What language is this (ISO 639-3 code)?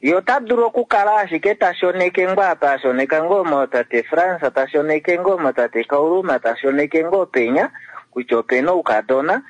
kua